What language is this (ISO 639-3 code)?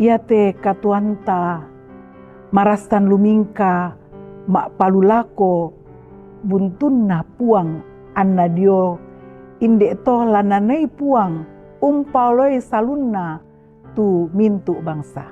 sda